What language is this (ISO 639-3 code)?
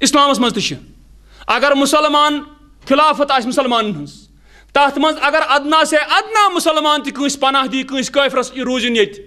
kas